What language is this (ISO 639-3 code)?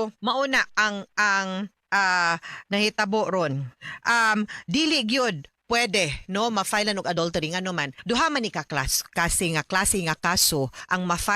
ceb